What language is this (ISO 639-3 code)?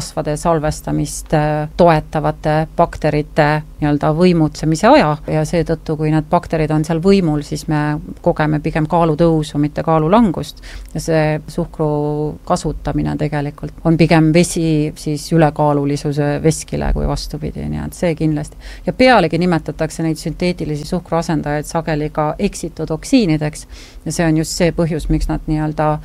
est